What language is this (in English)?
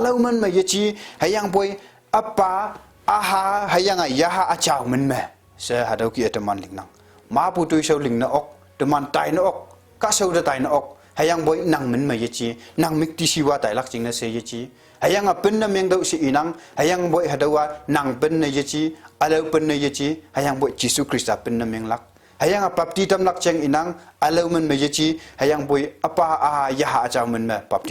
Konyak Naga